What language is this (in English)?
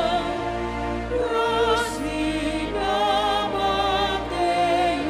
Batak Simalungun